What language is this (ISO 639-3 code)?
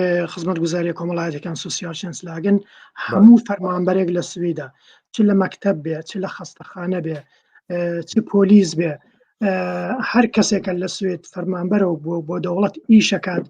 ckb